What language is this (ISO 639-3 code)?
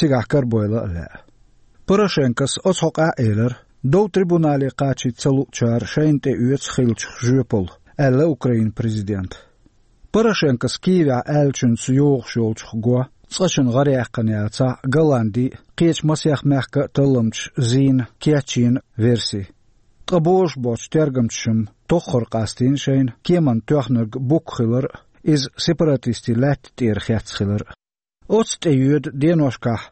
che